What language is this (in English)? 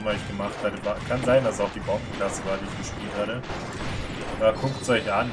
German